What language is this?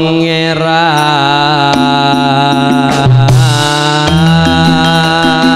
Indonesian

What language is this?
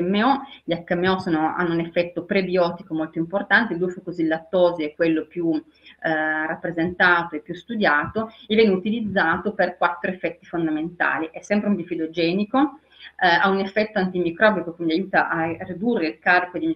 Italian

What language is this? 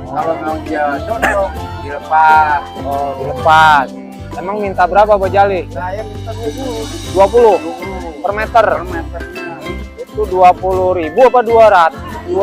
Betawi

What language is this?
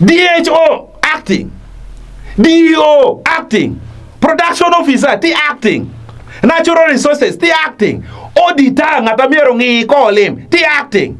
Acoli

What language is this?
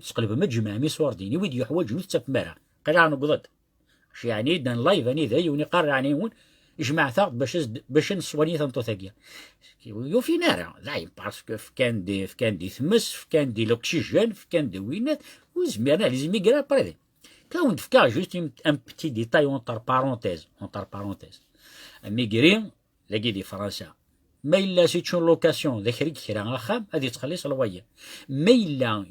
Kabyle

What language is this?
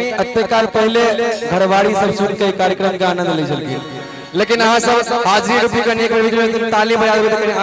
Maithili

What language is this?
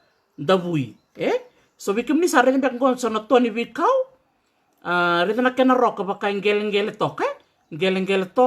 Fijian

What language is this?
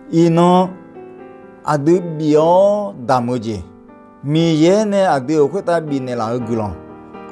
Akha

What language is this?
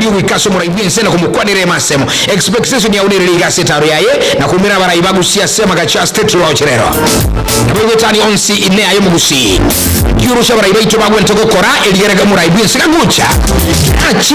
Gusii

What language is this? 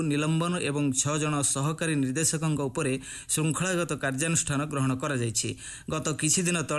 Odia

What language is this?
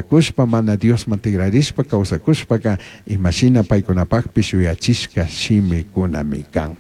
Chimborazo Highland Quichua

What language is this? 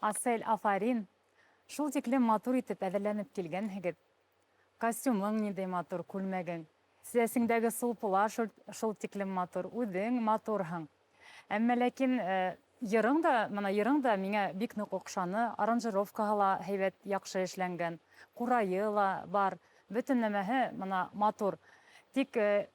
Bashkir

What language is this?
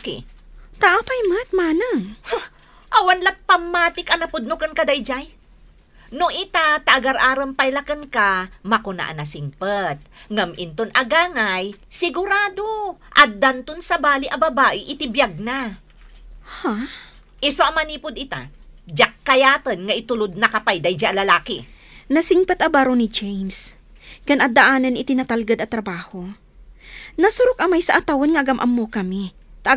Iloko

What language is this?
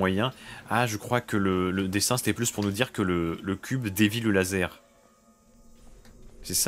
French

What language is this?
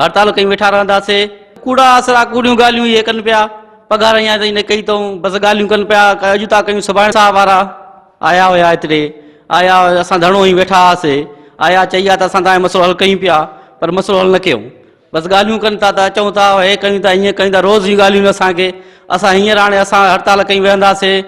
Sindhi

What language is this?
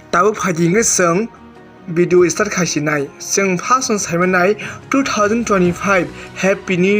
Kok Borok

